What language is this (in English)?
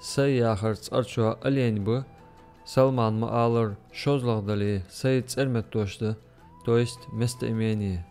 Ingush